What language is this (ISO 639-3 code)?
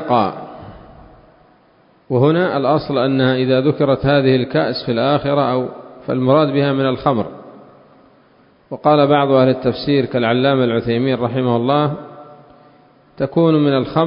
ara